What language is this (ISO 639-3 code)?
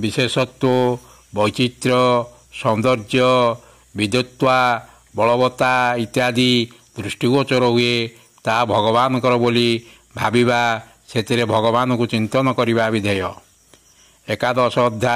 ori